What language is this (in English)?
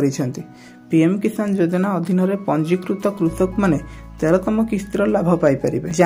Odia